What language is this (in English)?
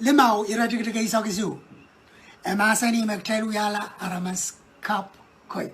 Pohnpeian